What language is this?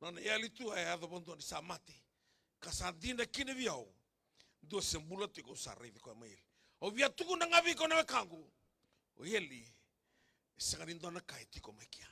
Fijian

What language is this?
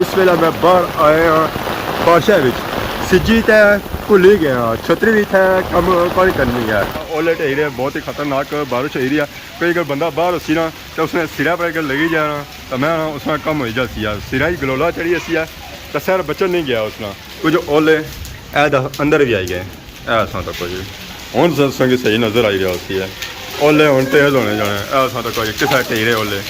Pahari-Potwari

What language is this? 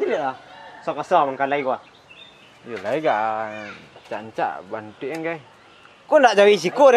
Minangkabau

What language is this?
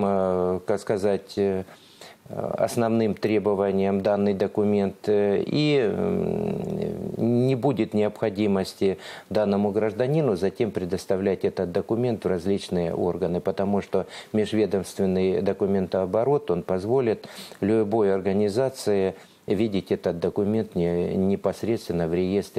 Russian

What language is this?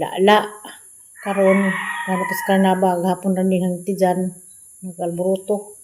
Cebuano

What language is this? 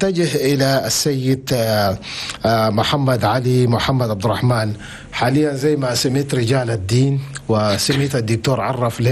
Chadian Arabic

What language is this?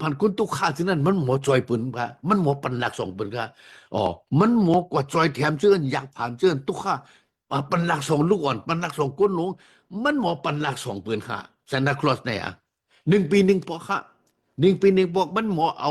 Shan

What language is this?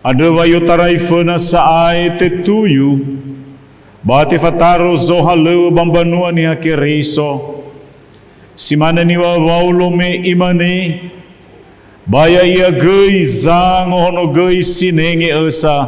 Nias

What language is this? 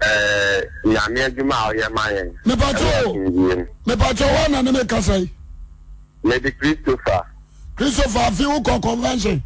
Akan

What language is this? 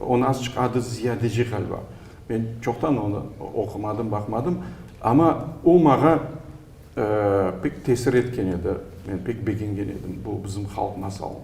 Crimean Tatar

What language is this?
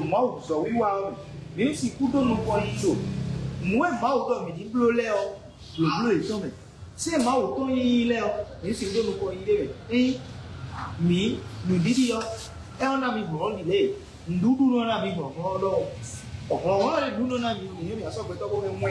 Fon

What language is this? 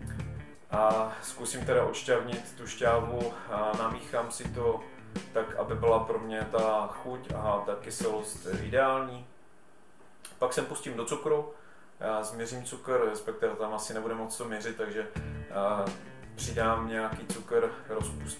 Czech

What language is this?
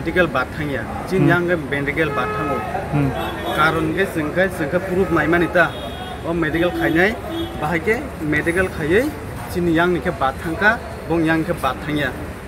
Kok Borok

